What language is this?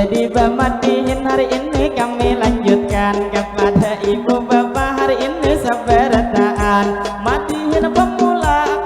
Banjar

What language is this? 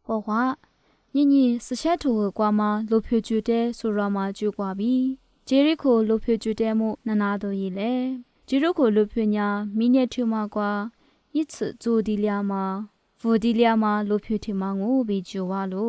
Lisu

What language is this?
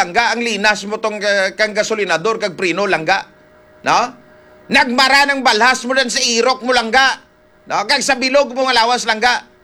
Hiligaynon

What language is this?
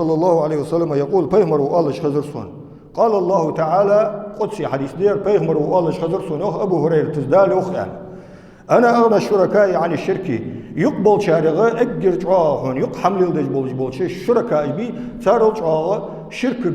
Ingush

